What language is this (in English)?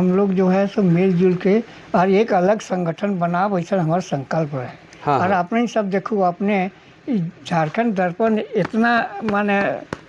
Sadri